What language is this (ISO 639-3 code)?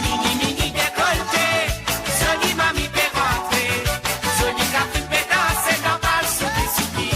mfe